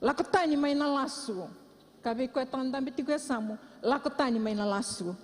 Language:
Fijian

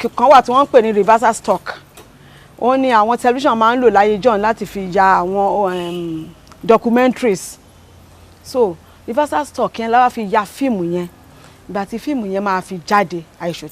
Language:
Yoruba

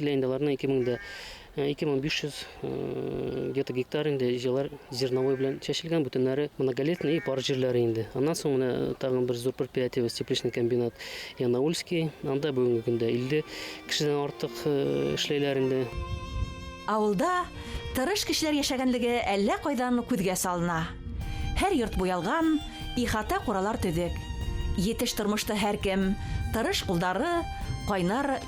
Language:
Bashkir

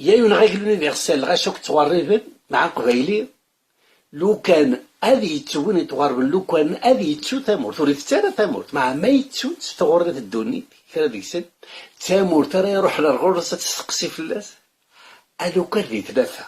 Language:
Kabyle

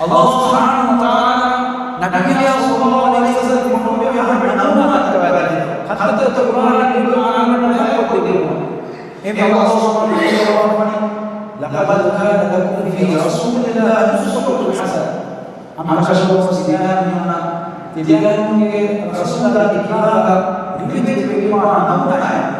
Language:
Divehi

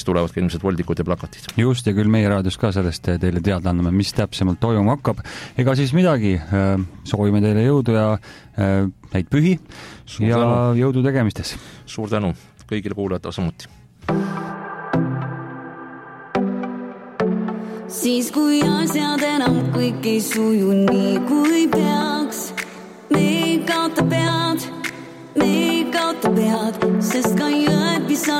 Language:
Estonian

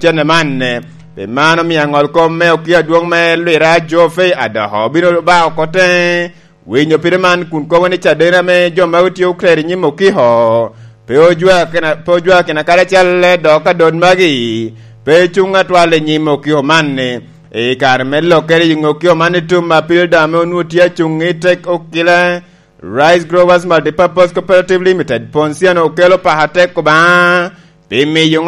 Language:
Lango (Uganda)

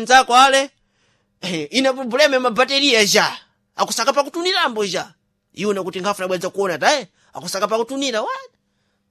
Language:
Sena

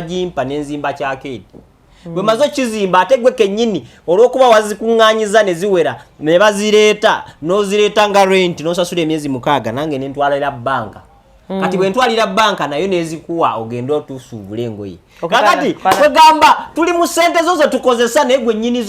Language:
Ganda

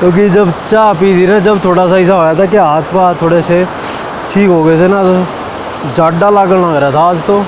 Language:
Haryanvi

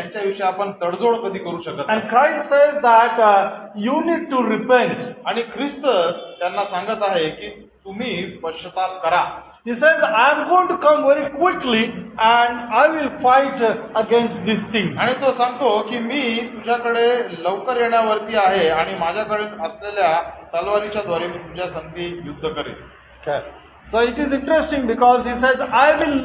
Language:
Marathi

